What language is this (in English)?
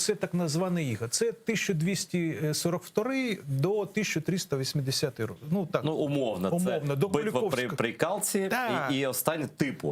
Crimean Tatar